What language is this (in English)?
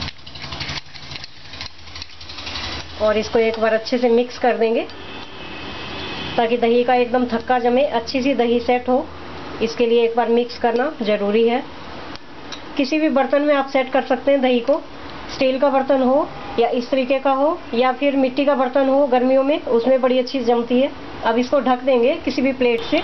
Hindi